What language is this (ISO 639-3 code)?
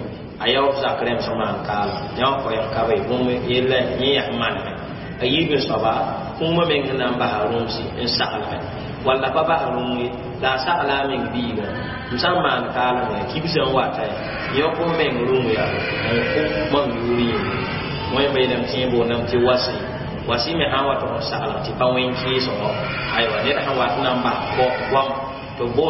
mos